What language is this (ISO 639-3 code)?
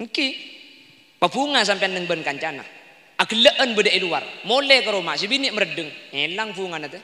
mad